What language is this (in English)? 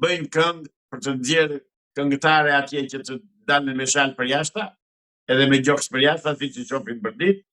Albanian